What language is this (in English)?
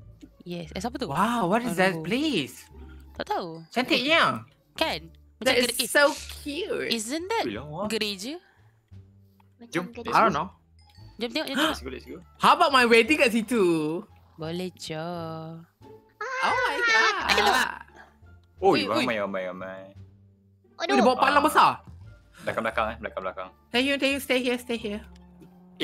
Malay